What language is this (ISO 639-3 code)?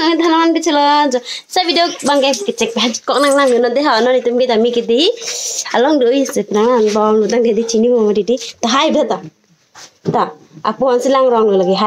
mjw